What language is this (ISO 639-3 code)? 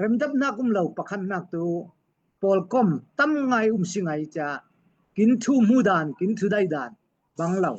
cfm